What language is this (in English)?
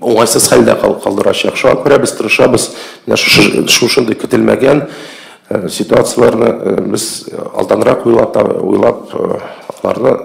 Tatar